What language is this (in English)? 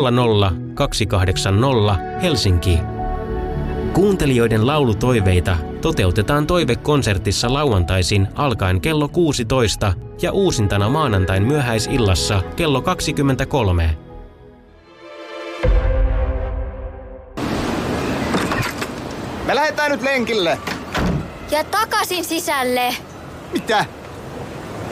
Finnish